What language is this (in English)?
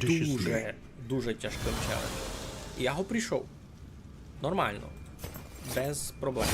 Rusyn